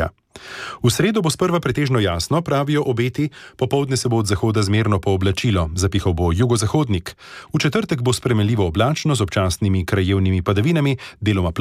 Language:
Slovenian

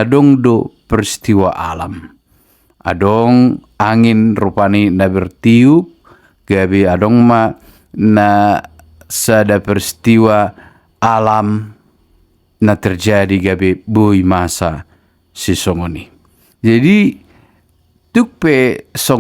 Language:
Batak Toba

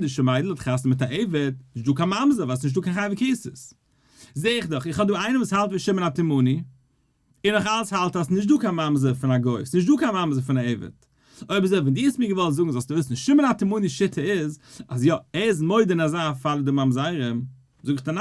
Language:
Yiddish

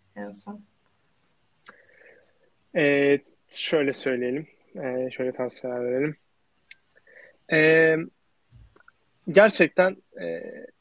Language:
Turkish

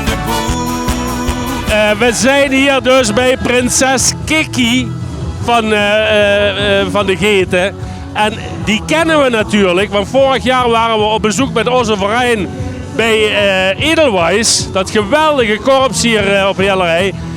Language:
Limburgish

